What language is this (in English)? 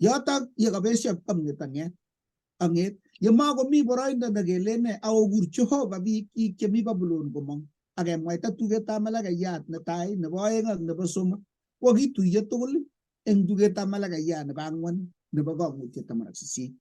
Kalenjin